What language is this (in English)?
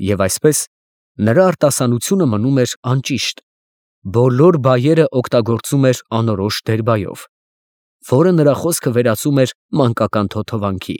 Armenian